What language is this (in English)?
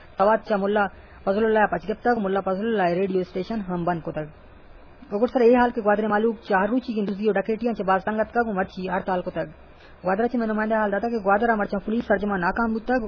Eastern Balochi